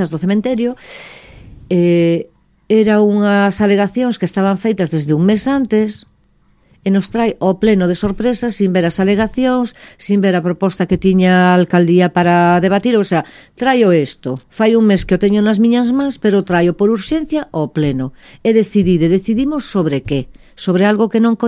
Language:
Galician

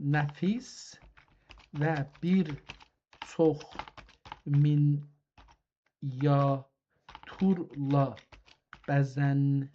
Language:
South Azerbaijani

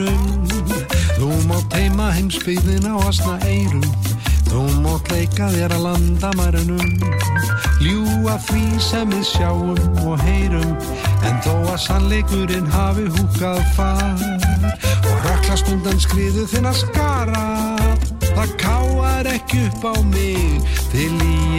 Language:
Icelandic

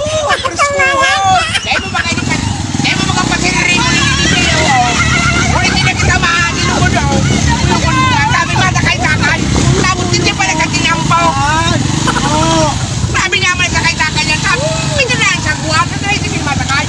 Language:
Bikol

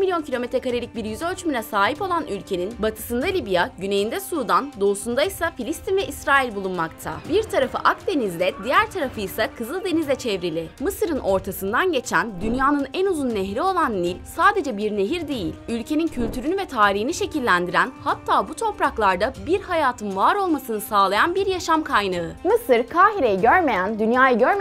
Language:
Turkish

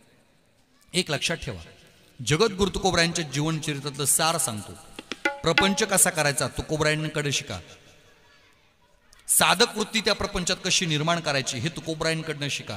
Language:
Marathi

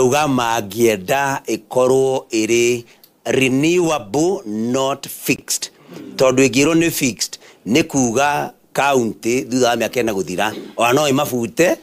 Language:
Kikuyu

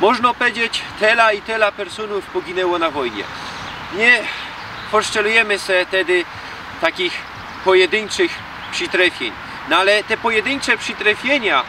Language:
Silesian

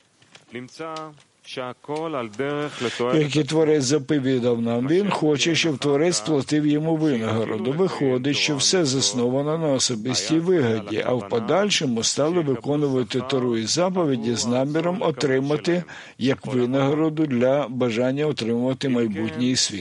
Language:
Ukrainian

